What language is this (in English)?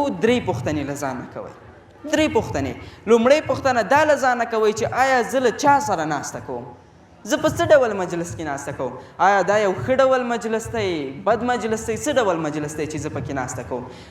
Pashto